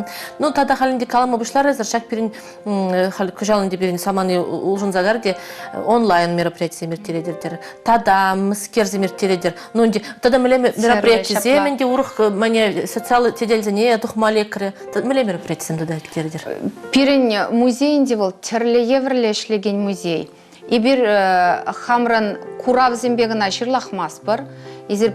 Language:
Chuvash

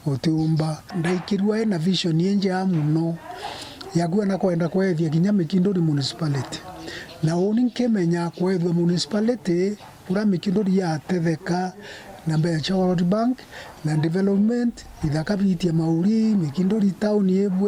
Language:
Meru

